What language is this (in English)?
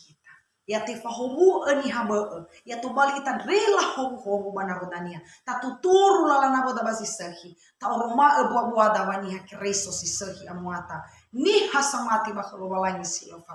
Nias